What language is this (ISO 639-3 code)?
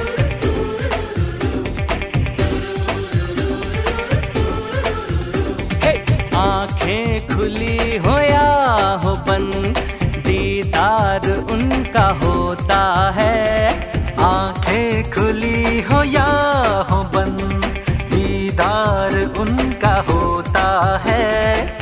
hin